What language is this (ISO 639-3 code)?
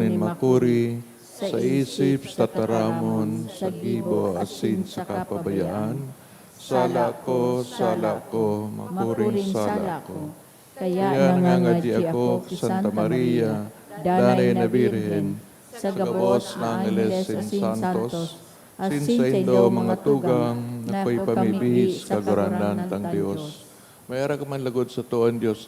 bik